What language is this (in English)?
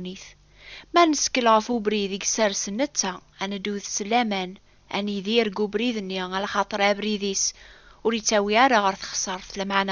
Kabyle